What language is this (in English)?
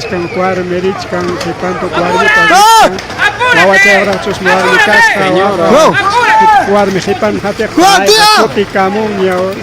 Ayacucho Quechua